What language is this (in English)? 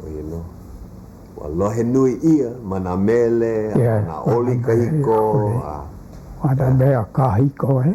Hawaiian